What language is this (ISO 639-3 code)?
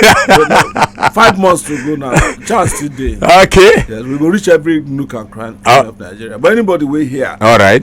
pcm